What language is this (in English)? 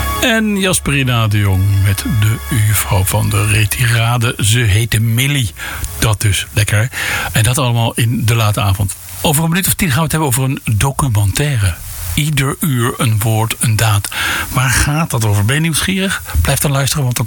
Dutch